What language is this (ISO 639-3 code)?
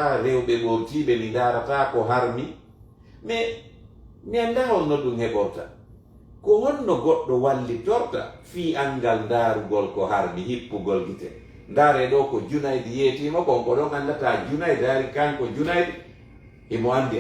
ful